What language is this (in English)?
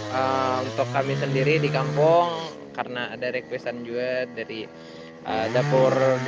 Banjar